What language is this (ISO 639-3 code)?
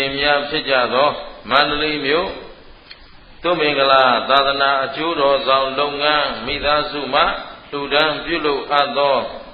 mya